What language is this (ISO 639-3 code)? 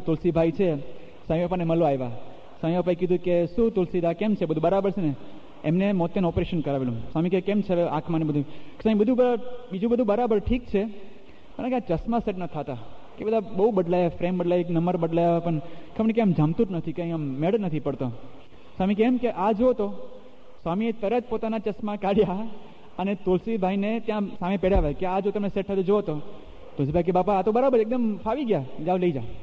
guj